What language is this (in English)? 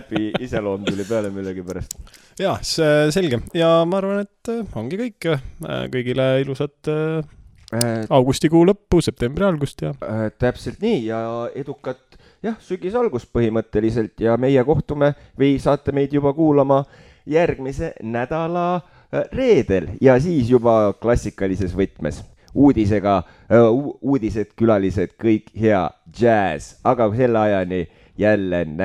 Estonian